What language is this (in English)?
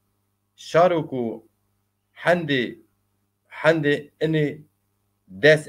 Zaza